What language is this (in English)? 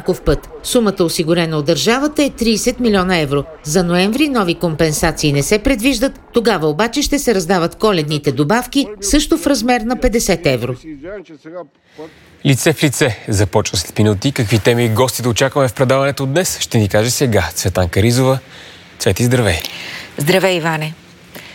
Bulgarian